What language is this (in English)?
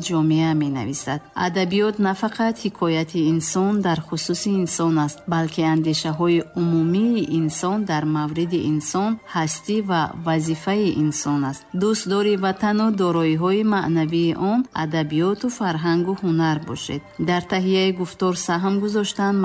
Tajik